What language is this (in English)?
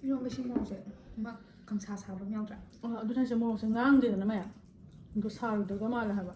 Manipuri